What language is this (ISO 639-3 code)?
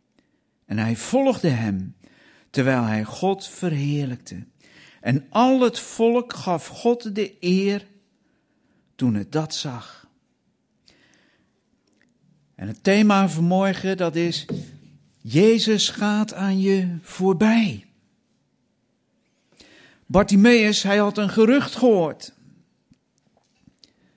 nld